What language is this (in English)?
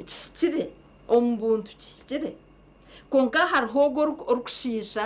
Nyankole